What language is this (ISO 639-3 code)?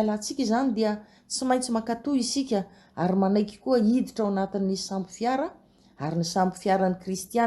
mlg